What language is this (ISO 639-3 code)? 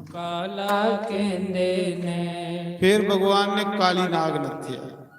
doi